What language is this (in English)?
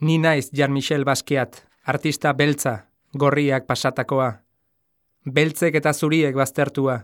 Basque